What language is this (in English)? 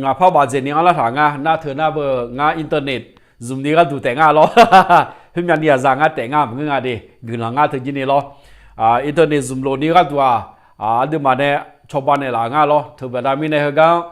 Akha